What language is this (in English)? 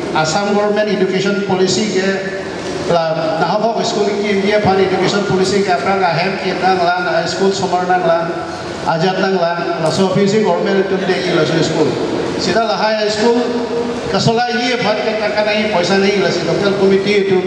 Karbi